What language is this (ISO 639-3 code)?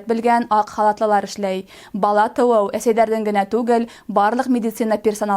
bak